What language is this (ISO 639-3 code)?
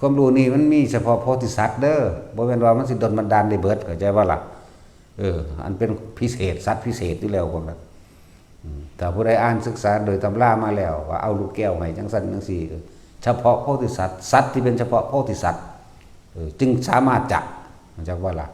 tts